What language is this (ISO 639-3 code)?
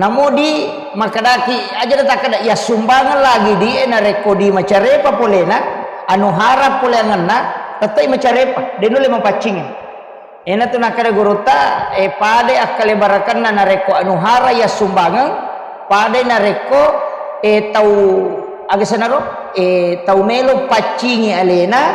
bug